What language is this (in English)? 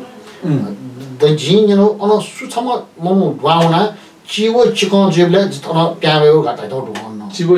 Newari